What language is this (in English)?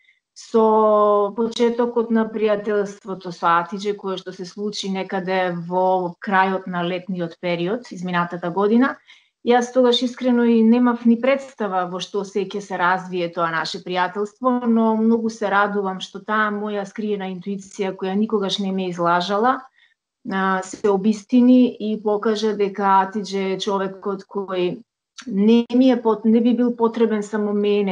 Macedonian